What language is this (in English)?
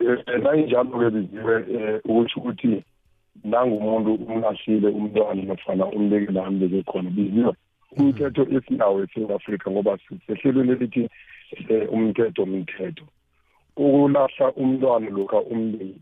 South Ndebele